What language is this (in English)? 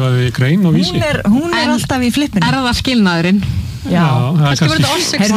Icelandic